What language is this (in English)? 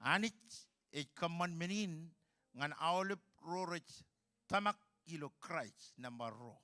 Marshallese